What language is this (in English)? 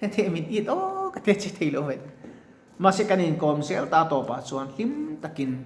Mizo